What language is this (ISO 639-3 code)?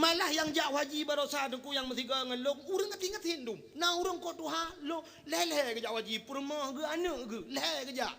ace